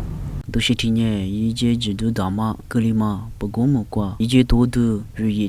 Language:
Lisu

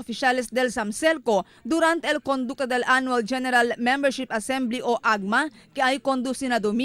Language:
Chavacano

